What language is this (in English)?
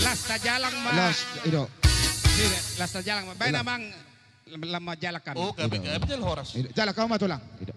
Batak Toba